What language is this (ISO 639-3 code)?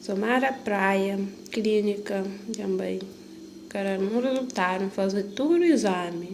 kea